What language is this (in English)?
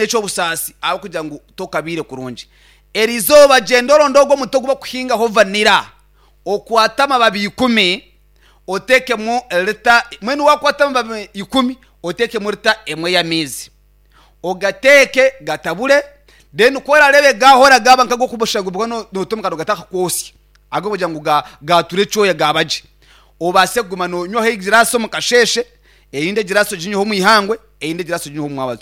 Nyankole